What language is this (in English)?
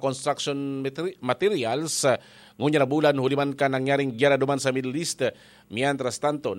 Bikol